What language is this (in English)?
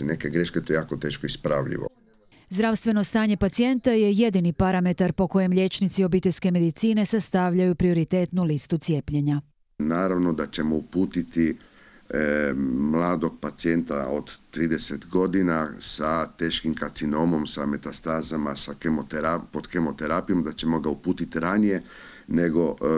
Croatian